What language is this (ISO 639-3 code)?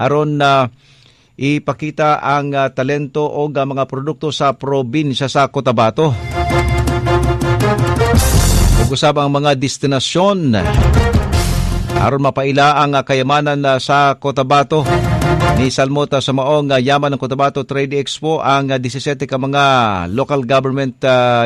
ceb